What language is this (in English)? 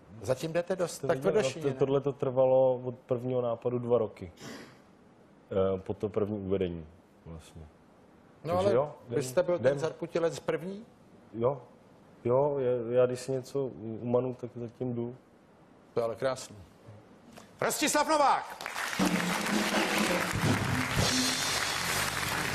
Czech